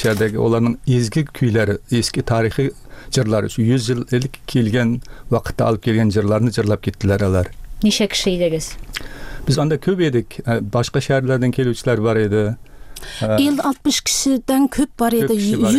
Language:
Tatar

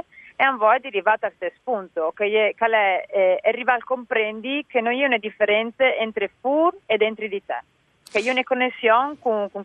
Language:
Friulian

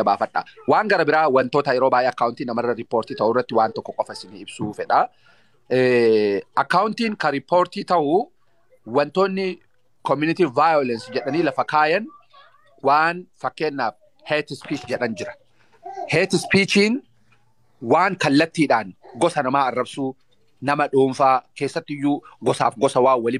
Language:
Oromo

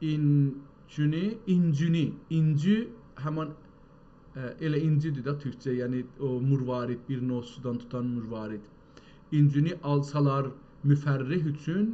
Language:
South Azerbaijani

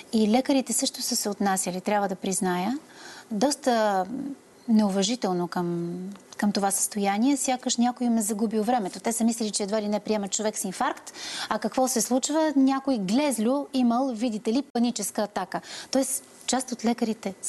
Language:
Bulgarian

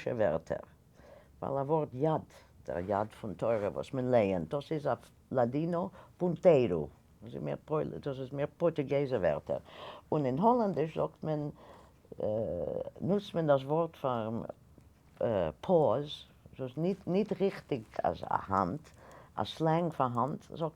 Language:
Yiddish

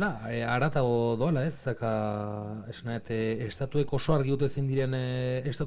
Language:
Basque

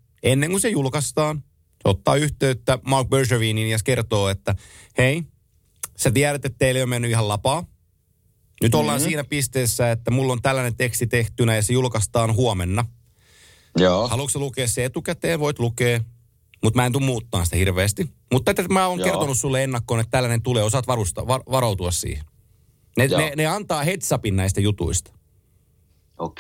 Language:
Finnish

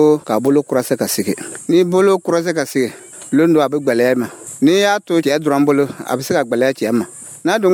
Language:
Dyula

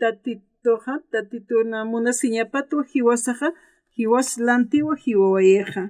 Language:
Aymara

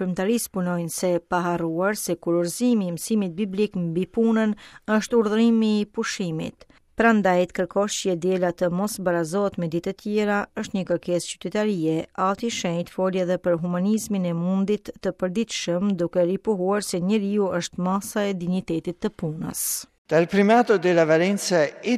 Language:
Albanian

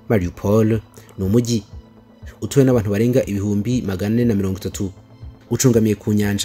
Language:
Kinyarwanda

